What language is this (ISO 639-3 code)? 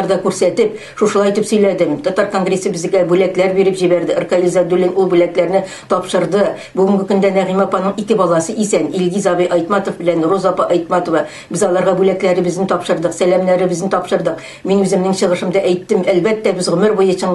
tat